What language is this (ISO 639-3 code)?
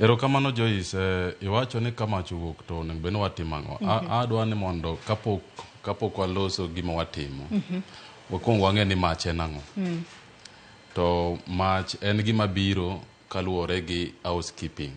luo